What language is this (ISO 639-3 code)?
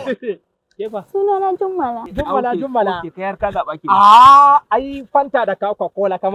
hau